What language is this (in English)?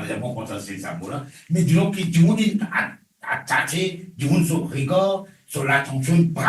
Morisyen